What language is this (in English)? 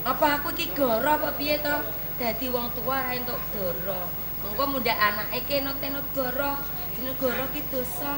Javanese